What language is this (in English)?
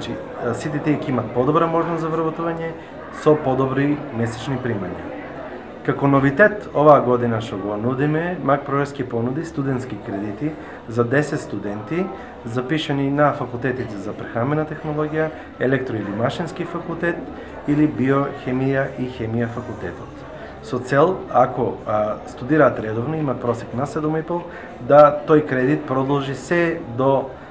Macedonian